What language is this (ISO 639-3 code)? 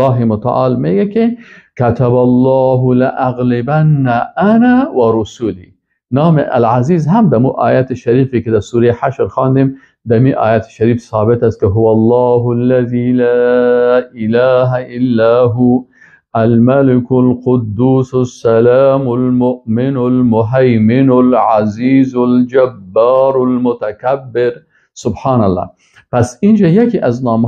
fas